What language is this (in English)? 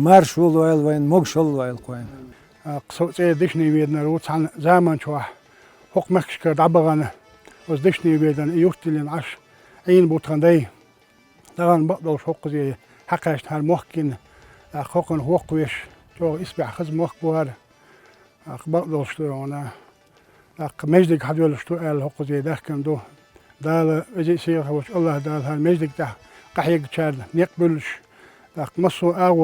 Chechen